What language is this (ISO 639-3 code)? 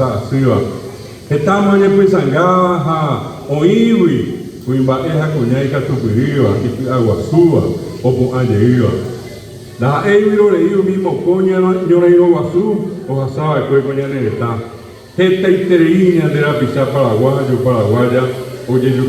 grn